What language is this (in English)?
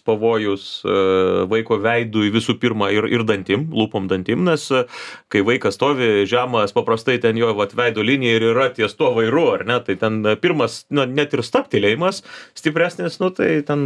Lithuanian